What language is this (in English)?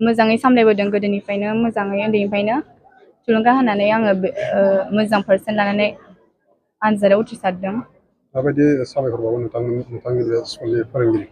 Bodo